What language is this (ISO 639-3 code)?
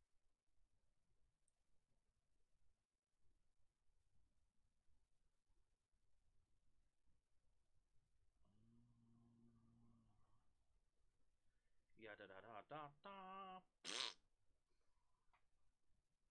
eng